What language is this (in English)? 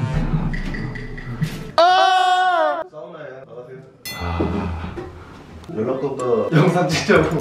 Korean